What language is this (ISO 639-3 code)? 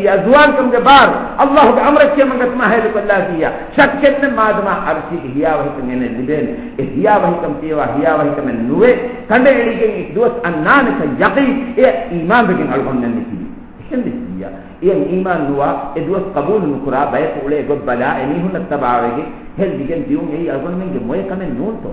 div